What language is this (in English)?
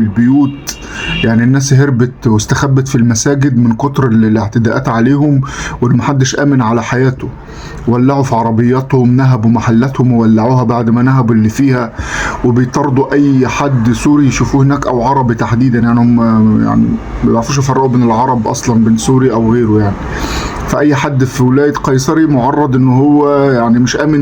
Egyptian Arabic